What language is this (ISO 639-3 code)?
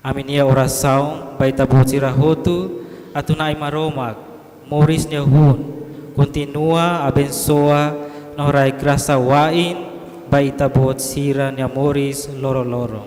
tet